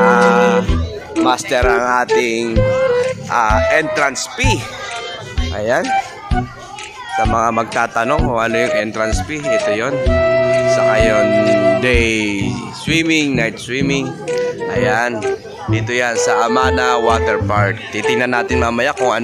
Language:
Filipino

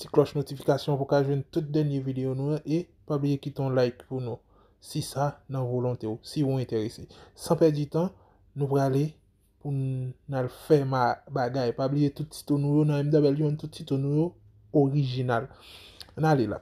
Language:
Haitian Creole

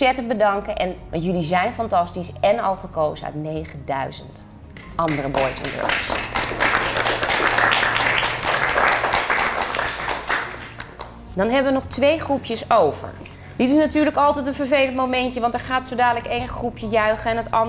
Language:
Dutch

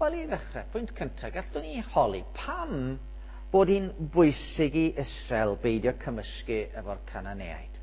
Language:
Welsh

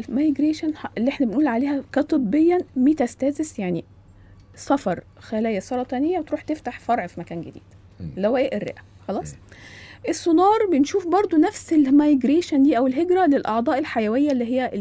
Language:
Egyptian Arabic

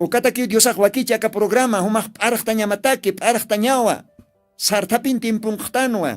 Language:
Aymara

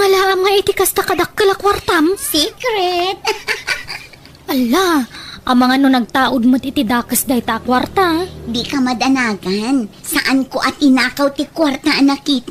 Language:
Iloko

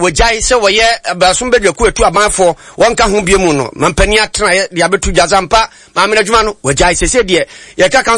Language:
Akan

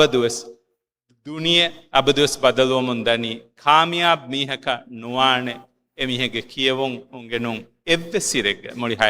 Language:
Divehi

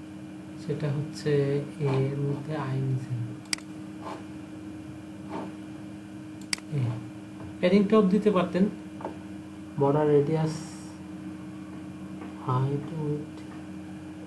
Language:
Bangla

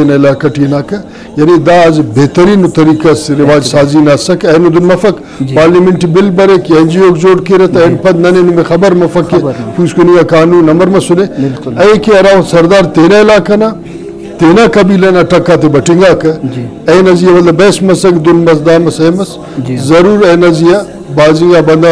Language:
Brahui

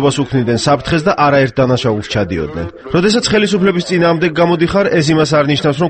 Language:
Georgian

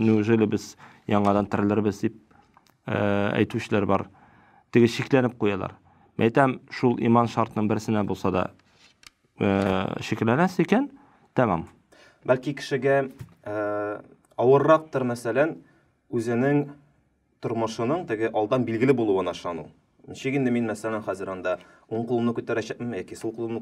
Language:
Tatar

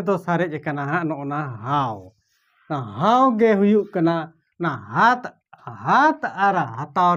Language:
Santali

